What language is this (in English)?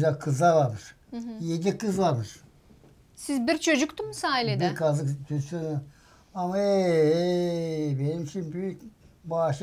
Gagauz